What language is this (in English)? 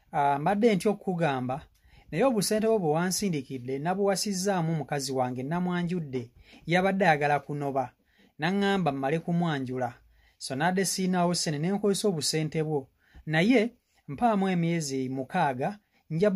Ganda